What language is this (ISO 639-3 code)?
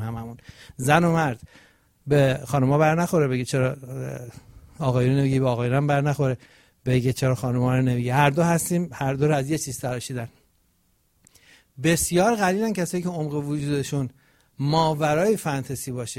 fas